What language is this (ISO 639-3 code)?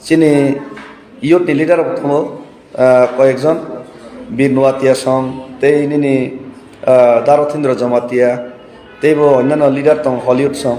trp